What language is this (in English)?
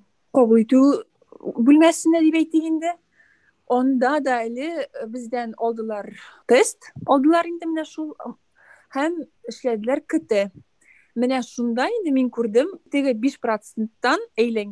Tatar